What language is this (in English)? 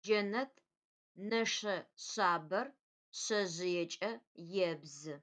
Adyghe